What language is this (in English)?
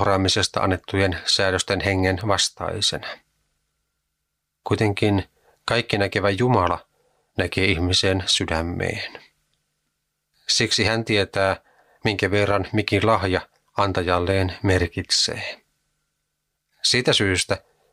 Finnish